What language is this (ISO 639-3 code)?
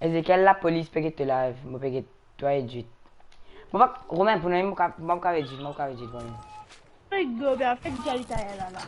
mfe